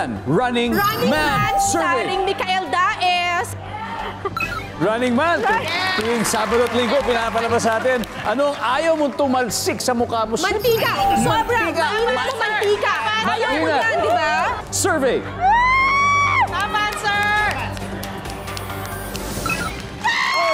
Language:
Filipino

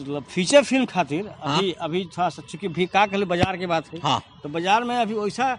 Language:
Magahi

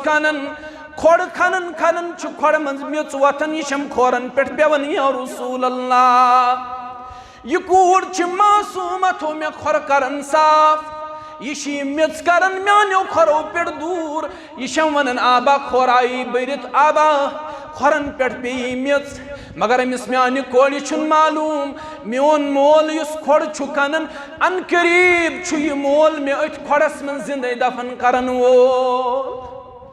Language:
Kashmiri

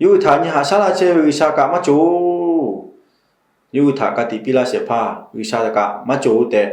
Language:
Lahu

